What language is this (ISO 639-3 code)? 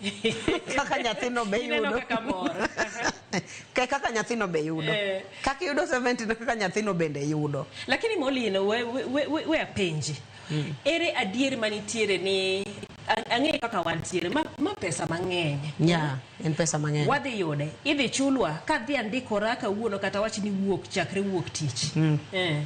luo